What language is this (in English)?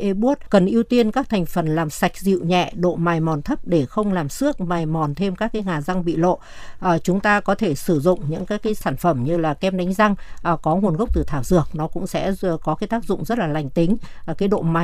Vietnamese